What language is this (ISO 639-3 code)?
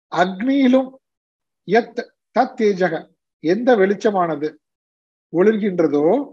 tam